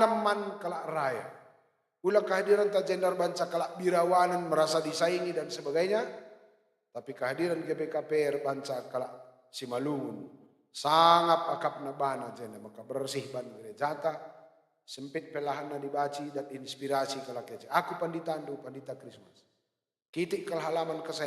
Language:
Batak Karo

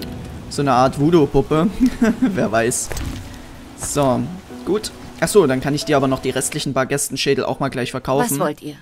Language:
German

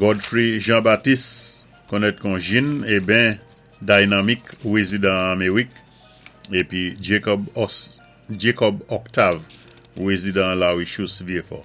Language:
Saint Lucian Creole French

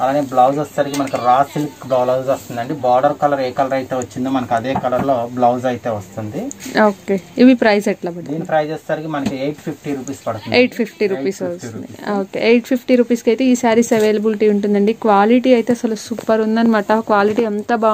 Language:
Telugu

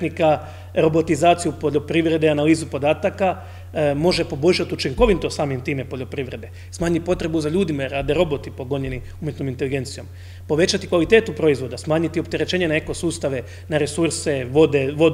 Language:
Croatian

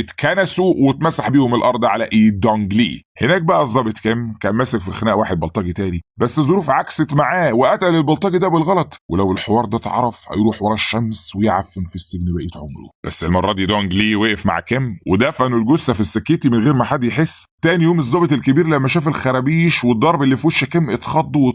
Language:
Egyptian Arabic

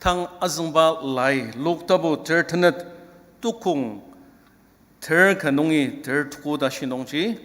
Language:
Ao Naga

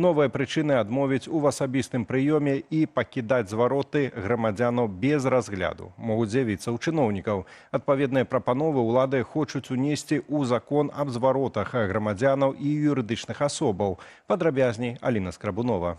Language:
Belarusian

